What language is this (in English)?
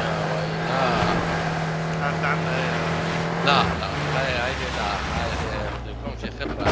North Levantine Arabic